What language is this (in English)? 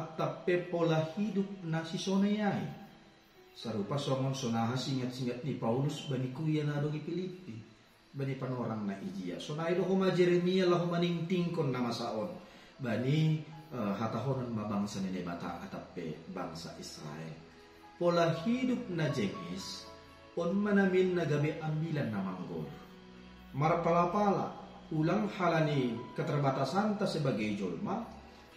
Batak Simalungun